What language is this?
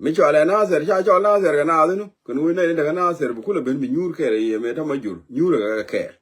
Nuer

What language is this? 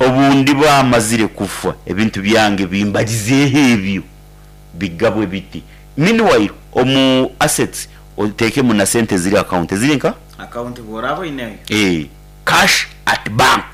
Nyankole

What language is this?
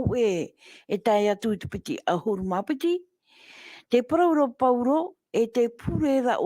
Tahitian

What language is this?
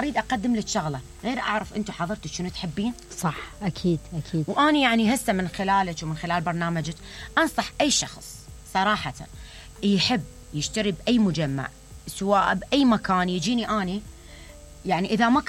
Mesopotamian Arabic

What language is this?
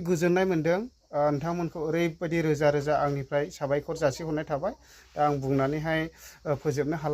Bodo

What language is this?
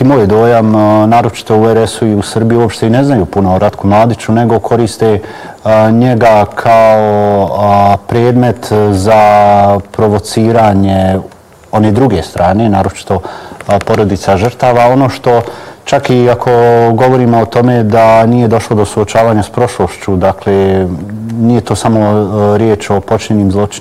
Bosnian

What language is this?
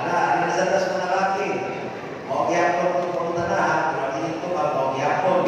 Cebuano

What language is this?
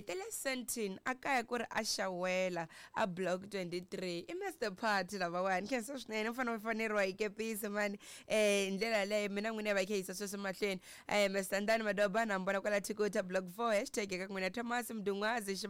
Tsonga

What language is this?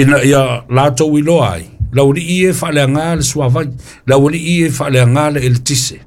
Samoan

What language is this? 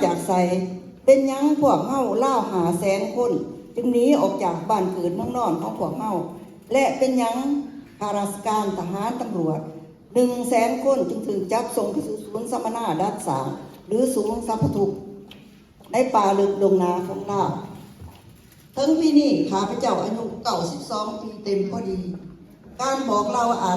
Lao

